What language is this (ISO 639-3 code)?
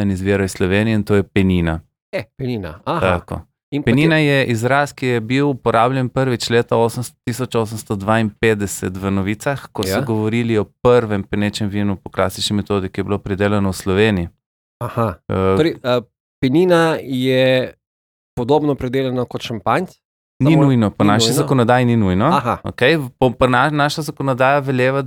slv